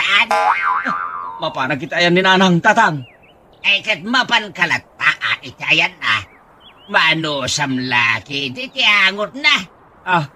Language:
Iloko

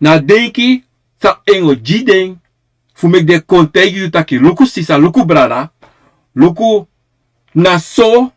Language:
Sranan Tongo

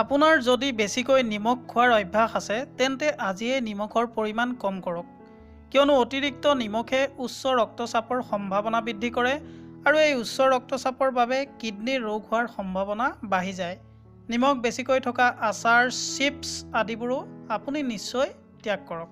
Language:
Assamese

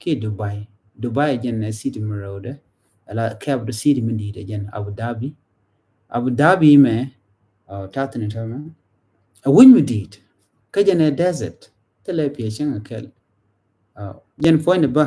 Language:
Nuer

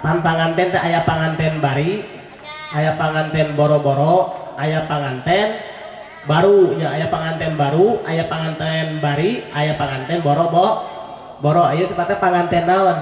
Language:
Sundanese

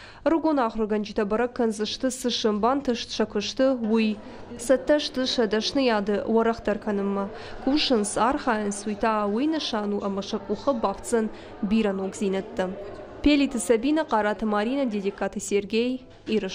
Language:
Ossetic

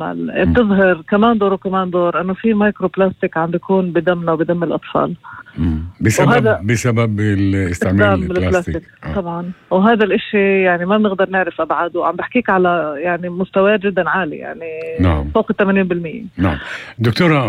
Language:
North Levantine Arabic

